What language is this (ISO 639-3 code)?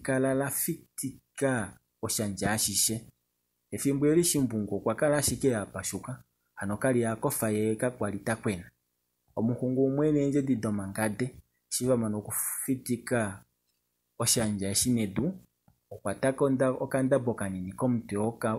kua